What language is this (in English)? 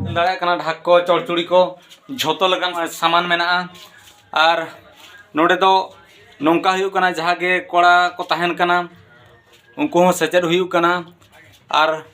Santali